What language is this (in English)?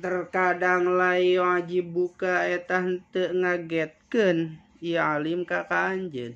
Sundanese